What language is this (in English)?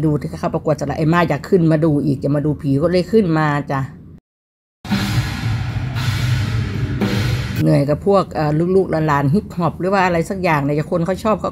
Thai